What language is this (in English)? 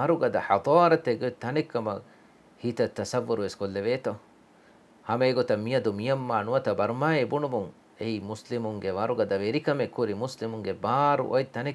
Divehi